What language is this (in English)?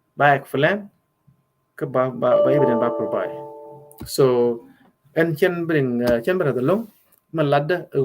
Nuer